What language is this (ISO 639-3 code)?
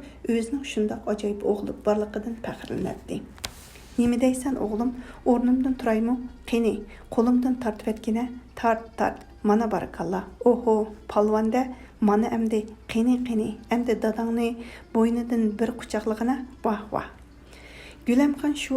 uig